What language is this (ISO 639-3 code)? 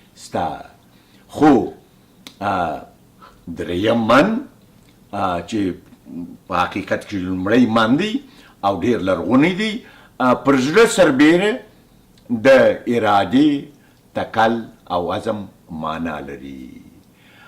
pus